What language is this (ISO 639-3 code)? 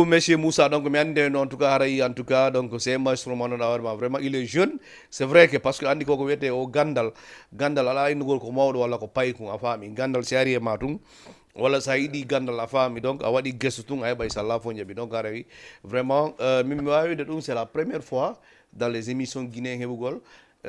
ful